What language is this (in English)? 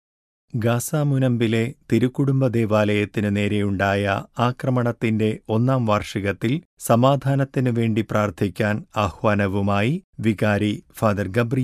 Malayalam